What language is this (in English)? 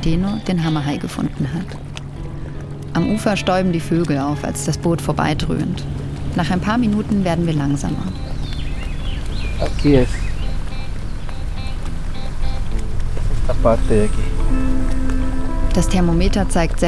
German